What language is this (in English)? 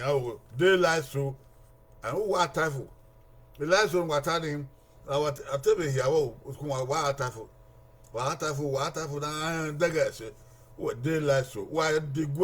Bini